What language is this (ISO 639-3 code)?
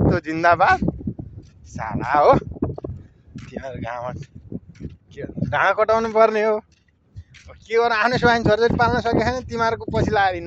nep